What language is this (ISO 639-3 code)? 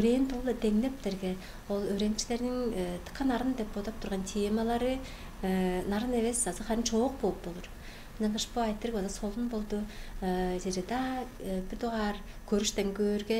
tyv